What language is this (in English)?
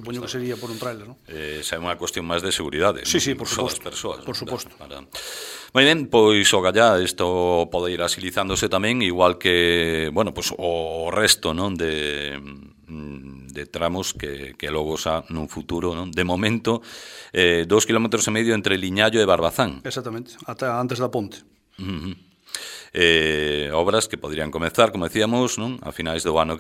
Galician